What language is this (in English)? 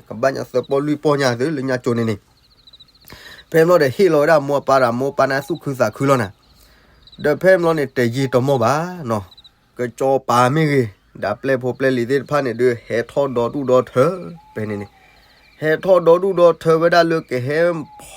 S'gaw Karen